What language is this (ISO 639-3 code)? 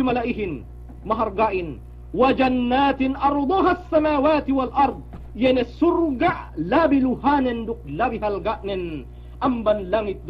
yka